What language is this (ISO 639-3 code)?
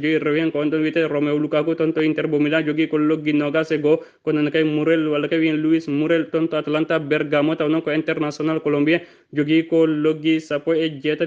ful